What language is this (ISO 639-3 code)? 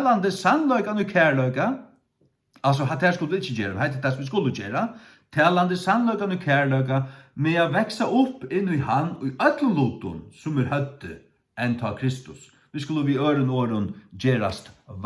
fao